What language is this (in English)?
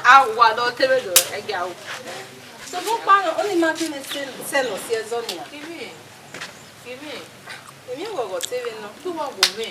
Bini